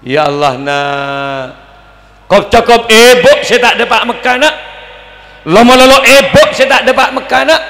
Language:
Madurese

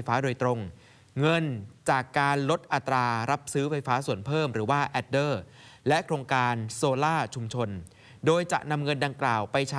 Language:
Thai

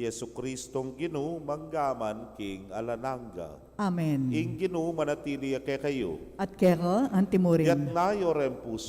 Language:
Pampanga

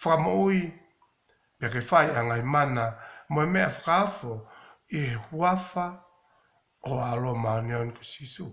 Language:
Tongan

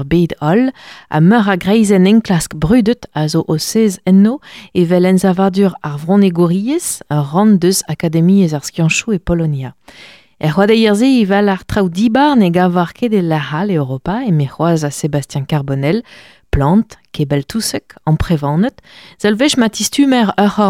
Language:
Breton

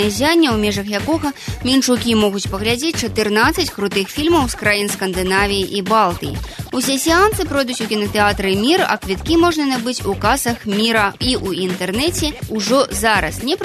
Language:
Belarusian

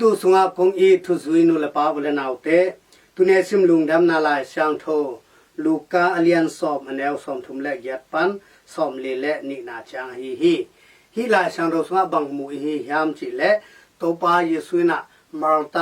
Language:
Tedim Chin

